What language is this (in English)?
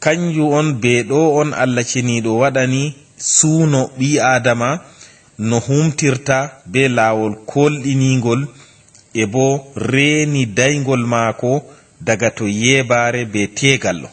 Fula